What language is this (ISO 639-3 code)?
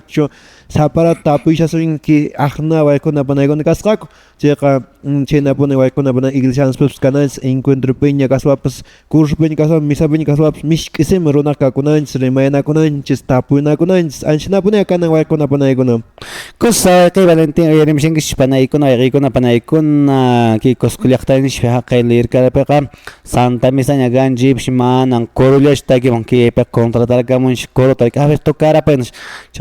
que